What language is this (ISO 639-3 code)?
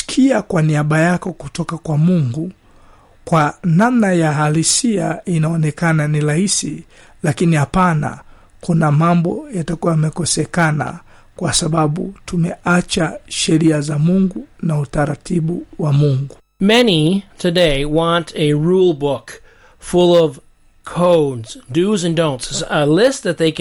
swa